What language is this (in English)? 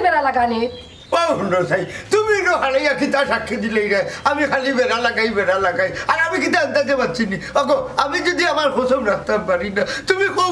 Sylheti